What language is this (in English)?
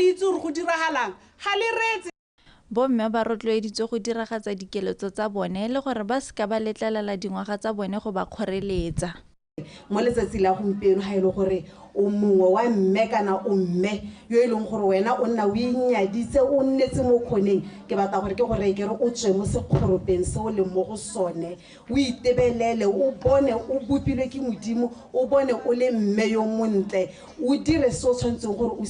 Tswana